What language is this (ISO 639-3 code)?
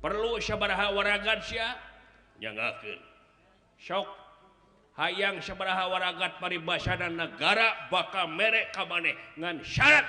sun